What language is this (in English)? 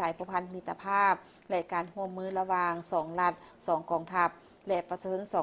Lao